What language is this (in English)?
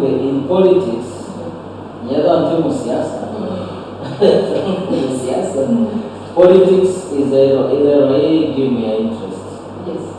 Meru